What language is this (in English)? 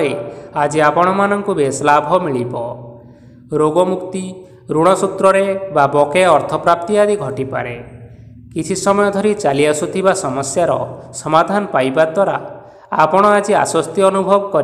Odia